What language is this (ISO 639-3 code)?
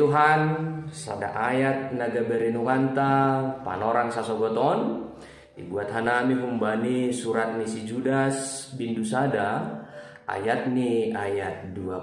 bts